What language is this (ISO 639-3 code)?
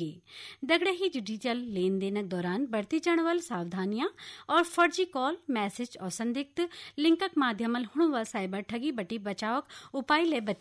hin